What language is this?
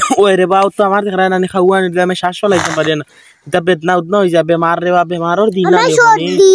Sylheti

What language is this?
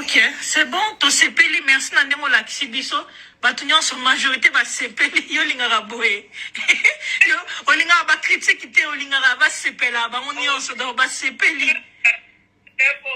Lingala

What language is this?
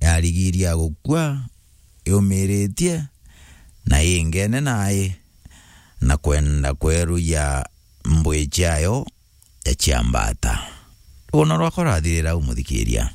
Meru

